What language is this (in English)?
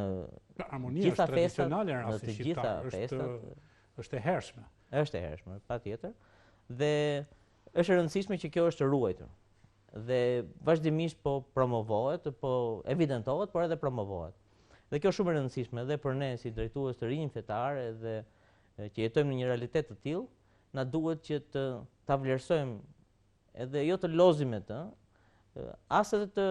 Albanian